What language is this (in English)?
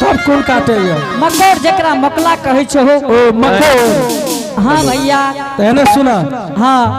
Angika